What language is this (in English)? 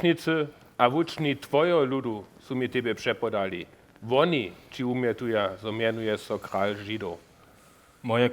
Upper Sorbian